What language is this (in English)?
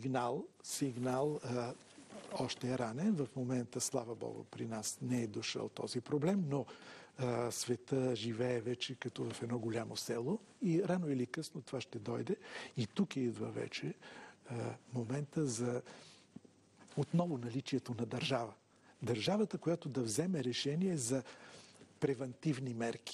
Bulgarian